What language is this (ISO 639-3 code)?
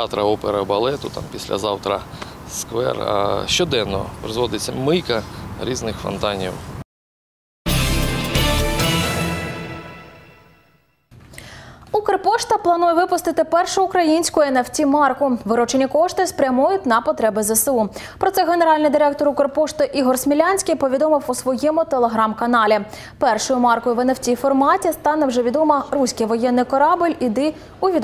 ukr